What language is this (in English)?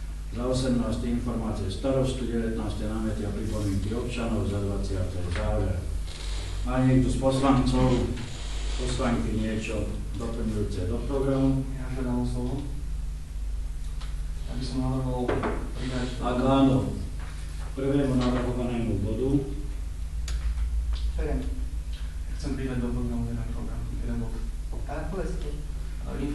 Slovak